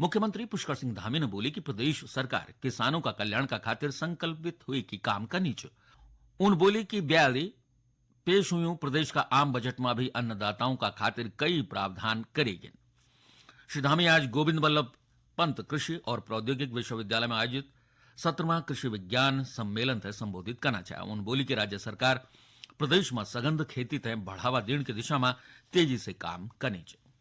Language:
Garhwali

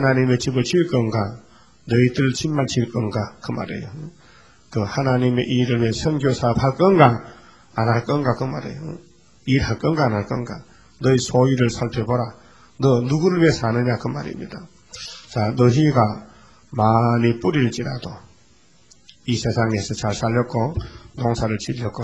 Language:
Korean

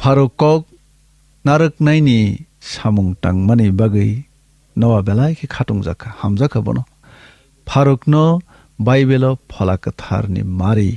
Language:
Kok Borok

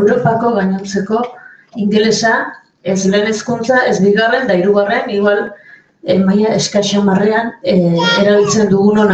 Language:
Basque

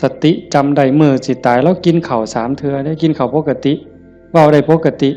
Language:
Northeastern Thai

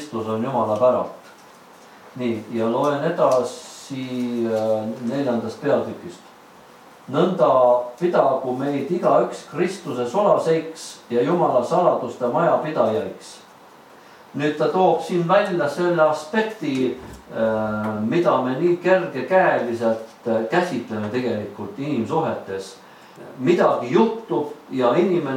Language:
Estonian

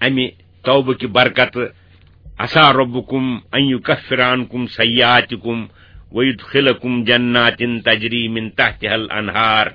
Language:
Kashmiri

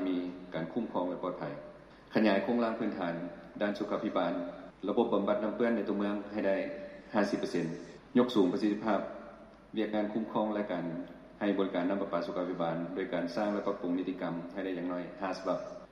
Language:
Lao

